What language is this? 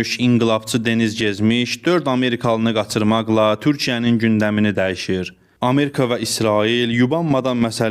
Azerbaijani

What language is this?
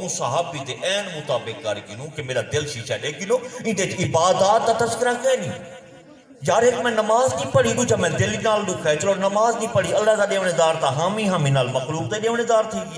Saraiki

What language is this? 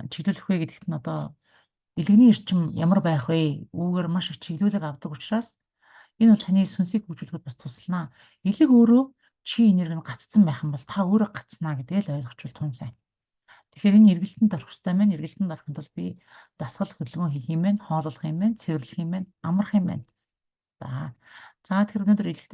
Mongolian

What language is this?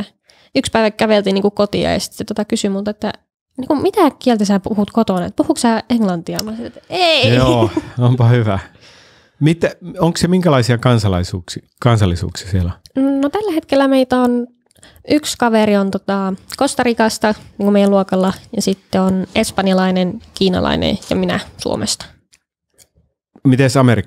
Finnish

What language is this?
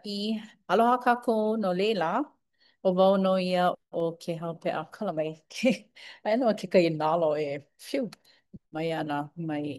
Hawaiian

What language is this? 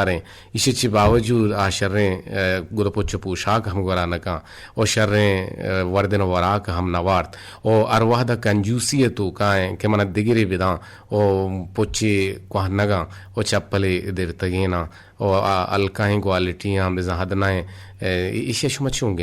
Eastern Balochi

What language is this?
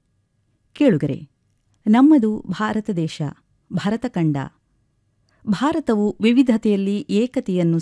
Kannada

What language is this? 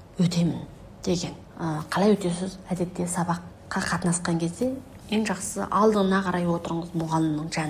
Kazakh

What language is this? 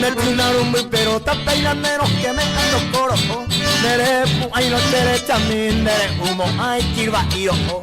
Guarani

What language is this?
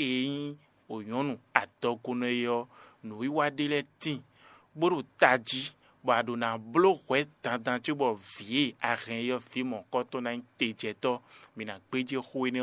Fon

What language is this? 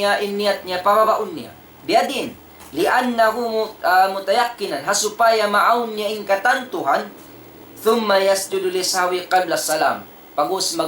Tausug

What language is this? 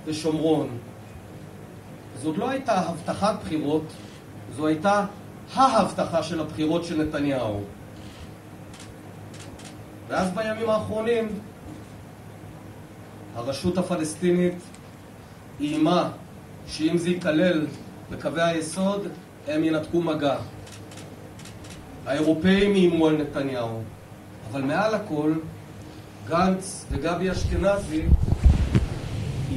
Hebrew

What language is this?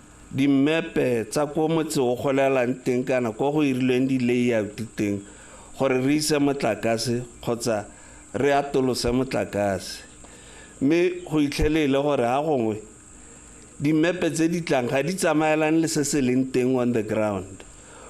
Tswana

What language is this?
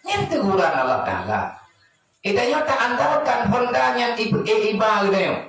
Achinese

